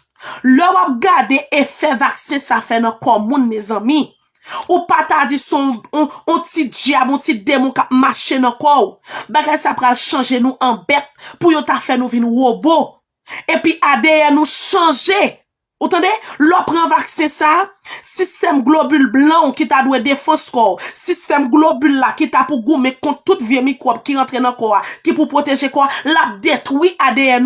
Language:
Haitian Creole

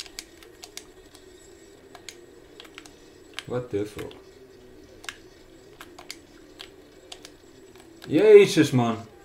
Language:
Dutch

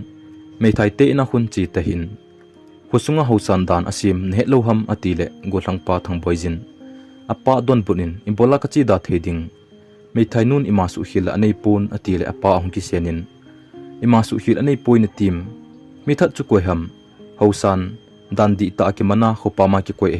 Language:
Thado Chin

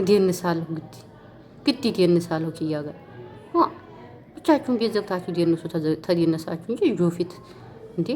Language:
Amharic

